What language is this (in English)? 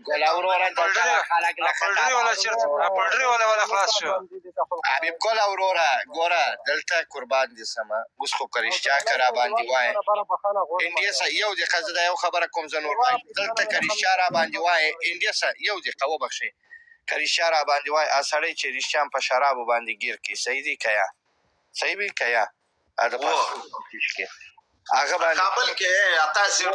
Pashto